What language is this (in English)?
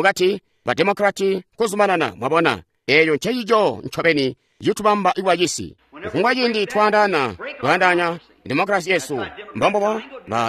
Tonga (Zambia)